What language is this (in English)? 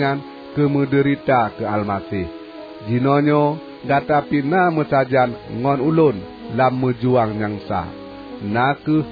Achinese